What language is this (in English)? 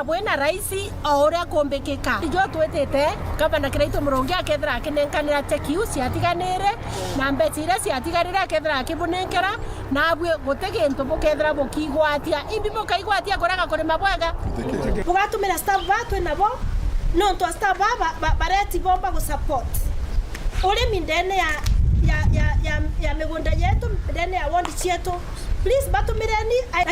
Meru